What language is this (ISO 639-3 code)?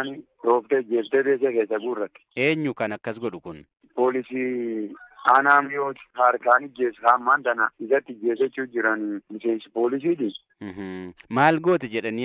orm